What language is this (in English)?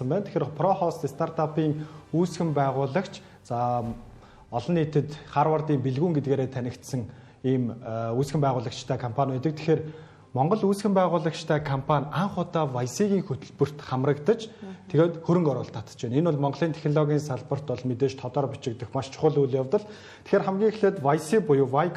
Mongolian